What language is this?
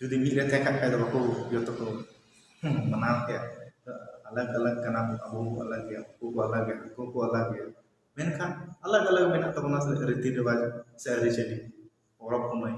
Santali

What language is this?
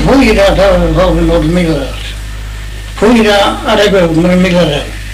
Faroese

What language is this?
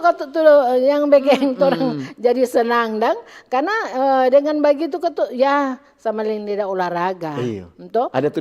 Manado Malay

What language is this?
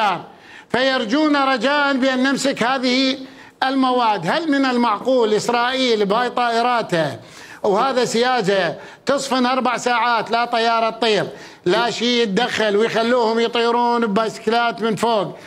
Mesopotamian Arabic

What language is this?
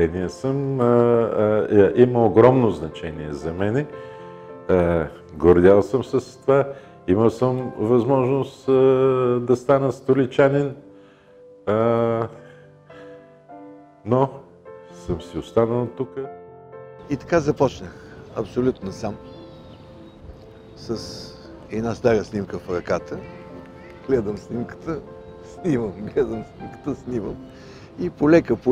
Bulgarian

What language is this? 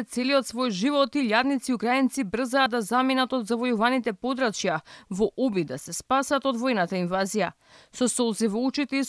Macedonian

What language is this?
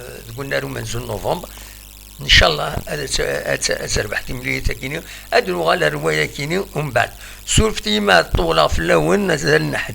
Kabyle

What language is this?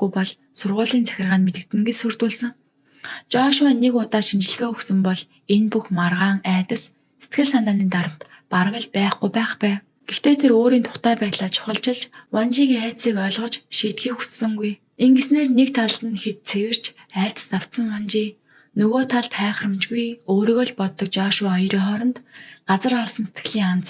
Mongolian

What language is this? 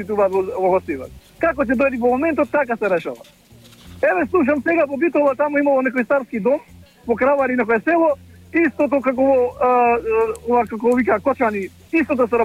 Macedonian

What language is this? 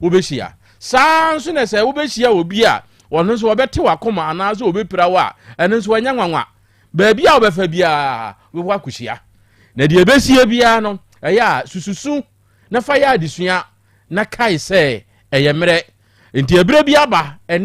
Akan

